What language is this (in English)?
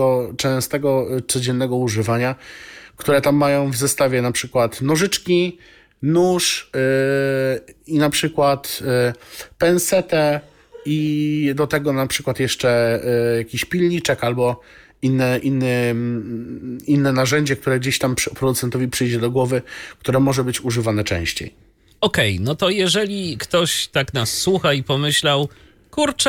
Polish